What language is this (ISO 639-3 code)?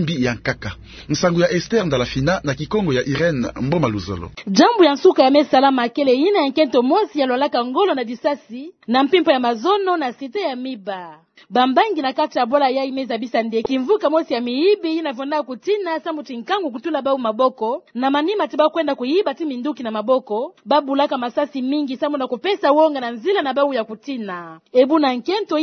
ktu